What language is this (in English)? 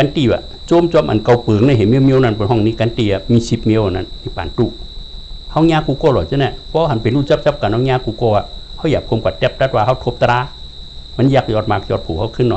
Shan